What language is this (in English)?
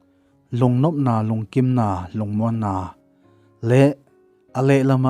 Tedim Chin